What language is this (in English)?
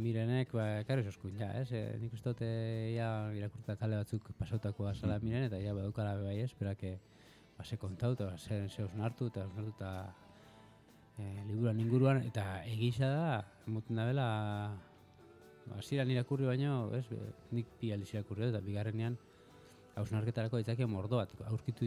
Basque